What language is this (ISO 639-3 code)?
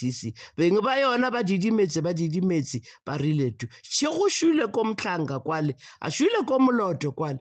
nso